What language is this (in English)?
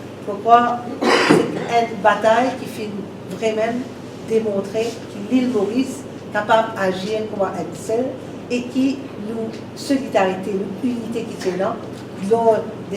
Morisyen